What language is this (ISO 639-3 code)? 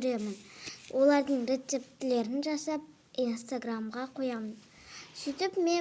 kaz